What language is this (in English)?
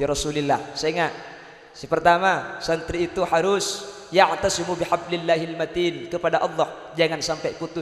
Madurese